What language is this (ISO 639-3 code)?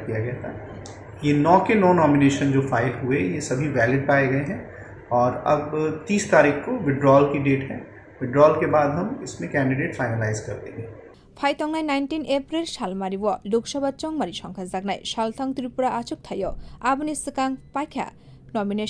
trp